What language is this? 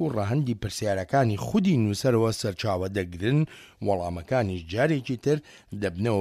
Central Kurdish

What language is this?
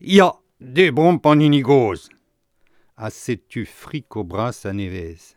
Breton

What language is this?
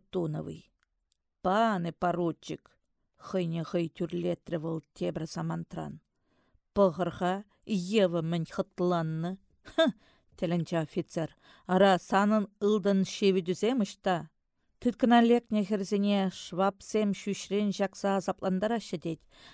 Chuvash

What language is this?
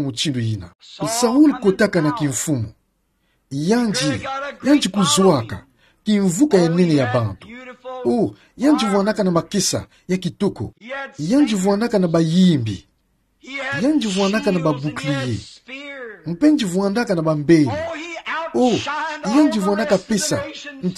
Kituba (Democratic Republic of Congo)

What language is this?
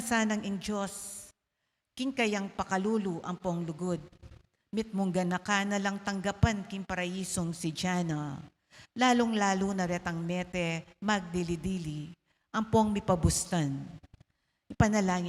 Pampanga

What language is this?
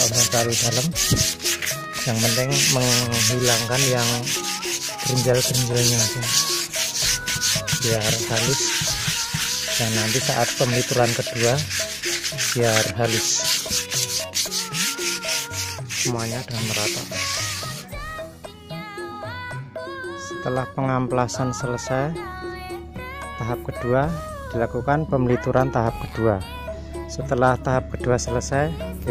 Indonesian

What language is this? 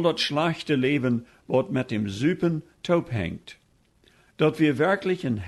Plautdietsch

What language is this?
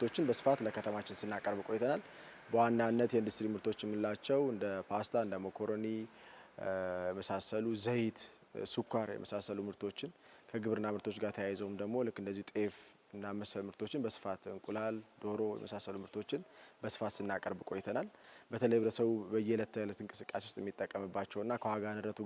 Amharic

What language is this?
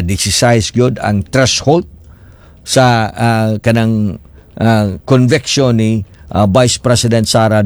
Cebuano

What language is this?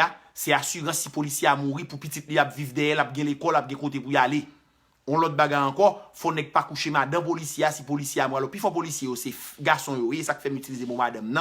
Haitian Creole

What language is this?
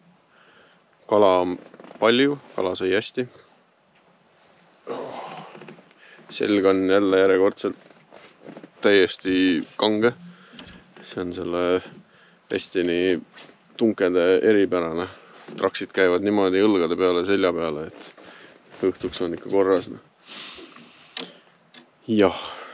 Estonian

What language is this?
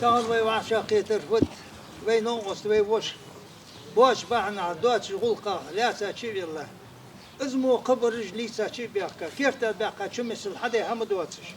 Ingush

